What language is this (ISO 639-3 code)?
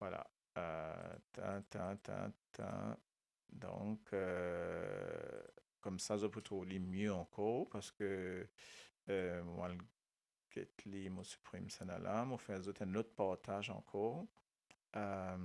mfe